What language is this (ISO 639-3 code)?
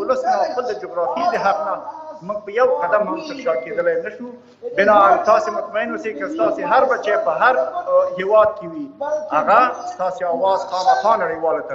pus